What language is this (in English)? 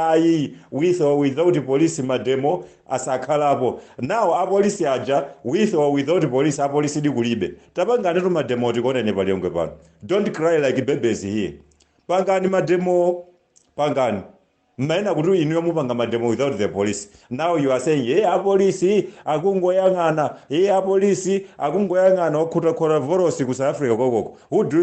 Nyanja